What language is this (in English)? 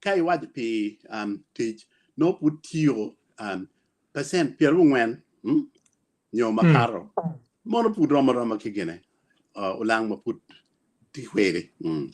Acoli